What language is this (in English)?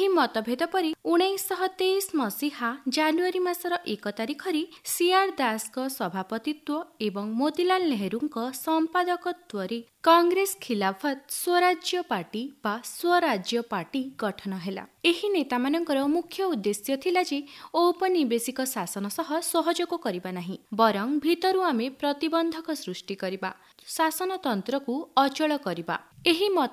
Odia